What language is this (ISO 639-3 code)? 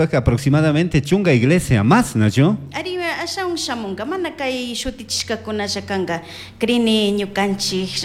qug